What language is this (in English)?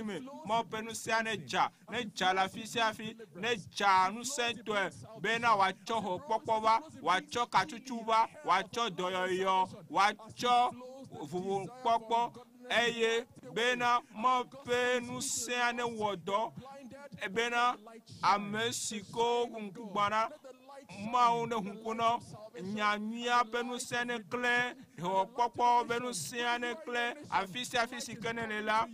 Ewe